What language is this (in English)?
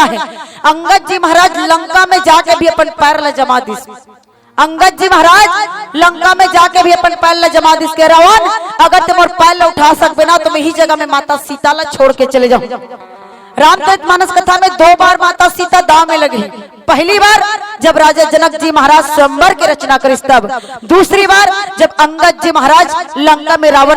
Chhattisgarhi